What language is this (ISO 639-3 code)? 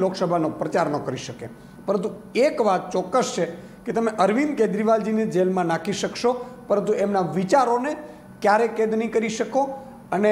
guj